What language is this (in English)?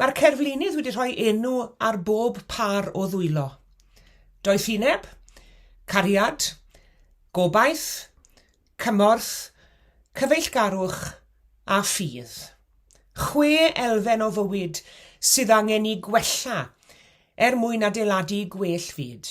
Welsh